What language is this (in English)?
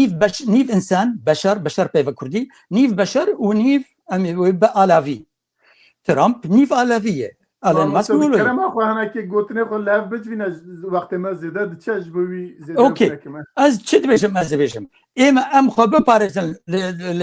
Kurdish